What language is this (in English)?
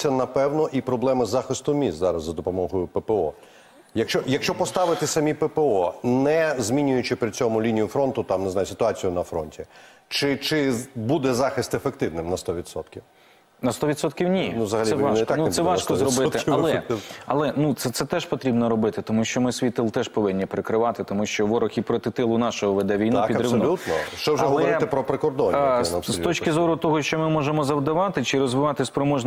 Ukrainian